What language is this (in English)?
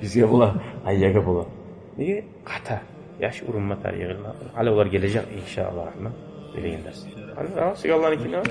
Kumyk